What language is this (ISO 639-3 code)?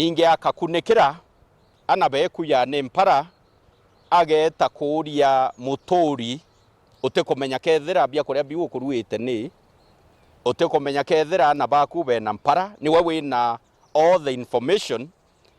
mer